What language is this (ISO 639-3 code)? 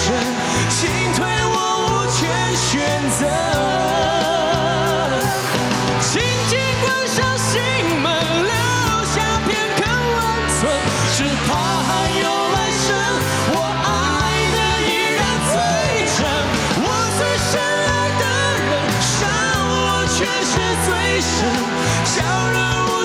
zho